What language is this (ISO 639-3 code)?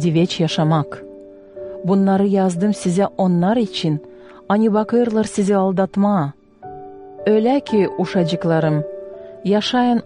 gag